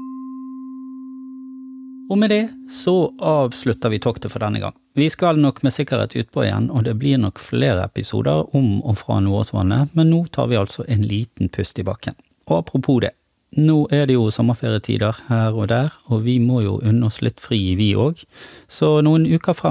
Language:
Norwegian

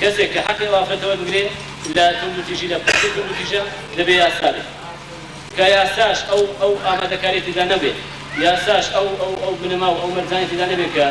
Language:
Central Kurdish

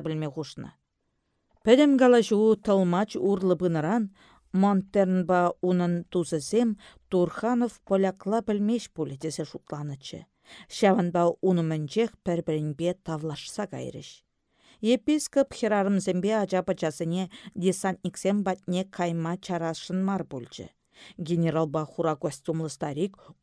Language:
Chuvash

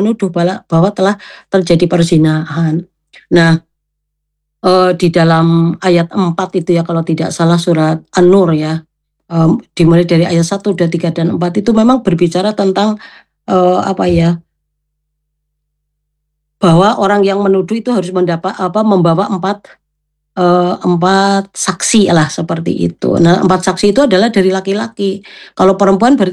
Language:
Indonesian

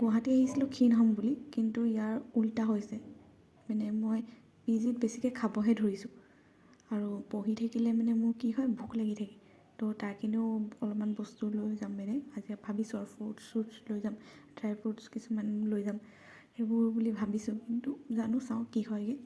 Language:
Assamese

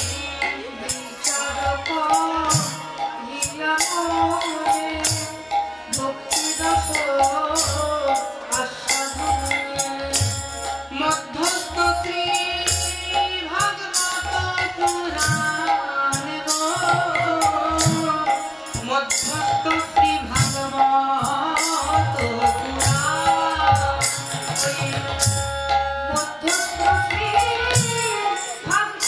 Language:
Bangla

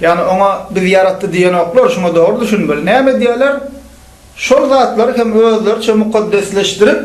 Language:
Turkmen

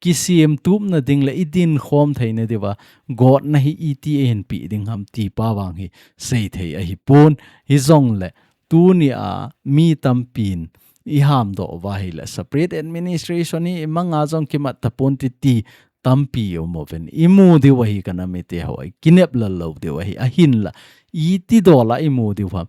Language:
Thado Chin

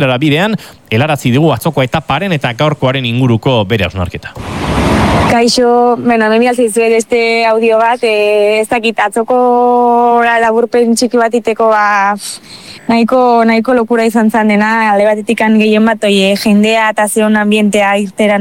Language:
Basque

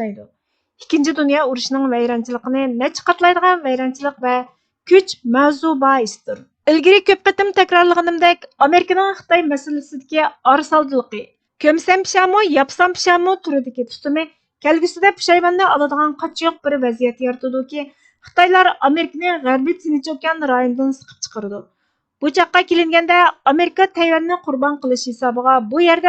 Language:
Uyghur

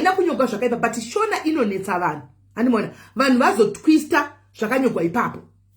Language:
Shona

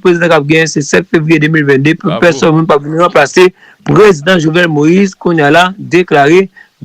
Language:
Haitian Creole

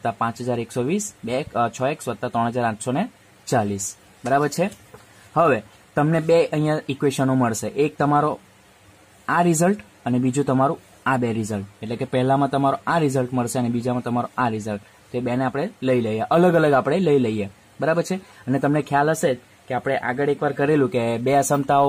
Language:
Gujarati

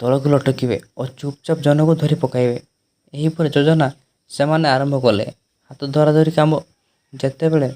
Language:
Odia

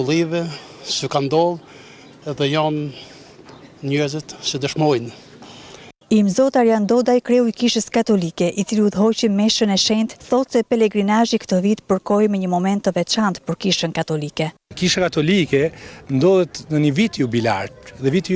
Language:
Albanian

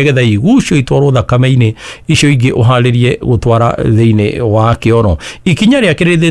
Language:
Kikuyu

